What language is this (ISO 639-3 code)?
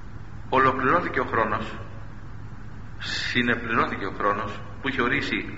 ell